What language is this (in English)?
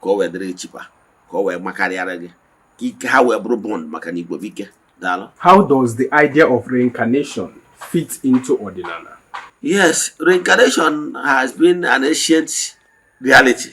Igbo